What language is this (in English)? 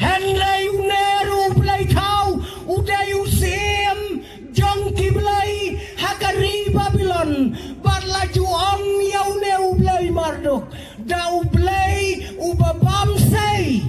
Khasi